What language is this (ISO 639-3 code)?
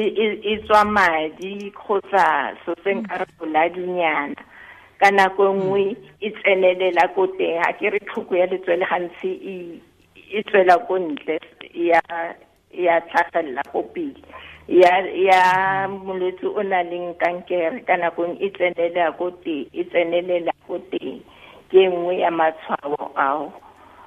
tsn